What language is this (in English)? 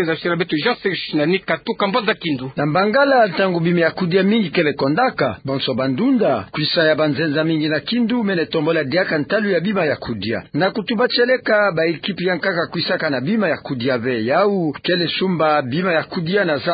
Kituba (Democratic Republic of Congo)